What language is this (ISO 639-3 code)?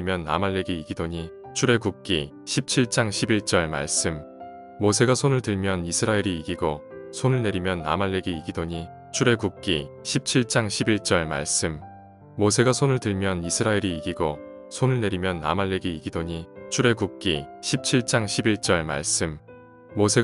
kor